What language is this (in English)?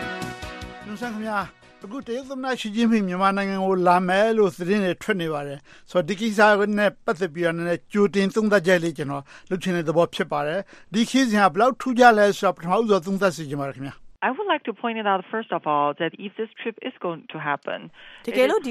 Burmese